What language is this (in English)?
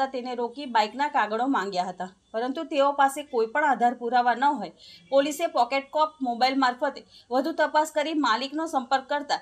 Gujarati